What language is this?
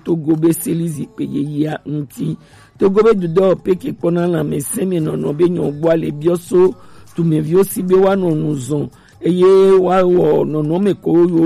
Gen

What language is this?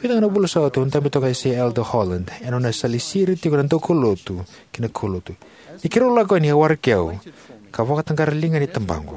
Fijian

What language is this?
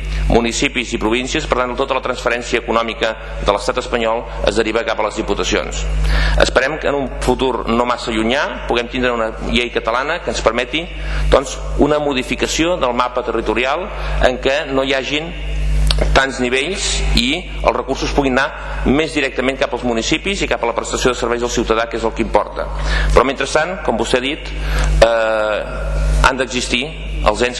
Catalan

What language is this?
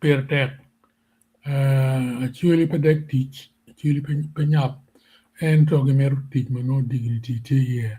Acoli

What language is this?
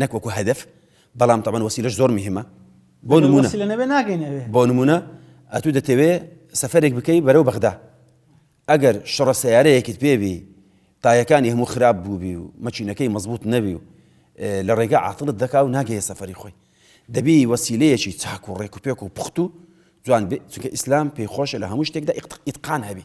Central Kurdish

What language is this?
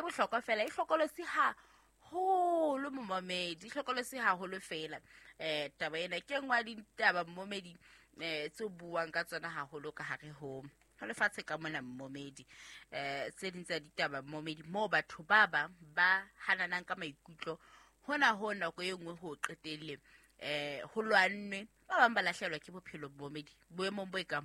Southern Sotho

